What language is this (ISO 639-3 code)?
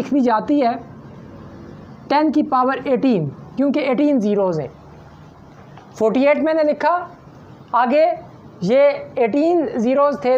hin